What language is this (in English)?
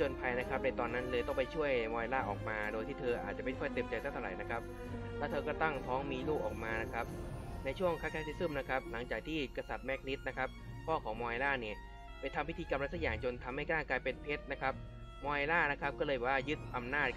Thai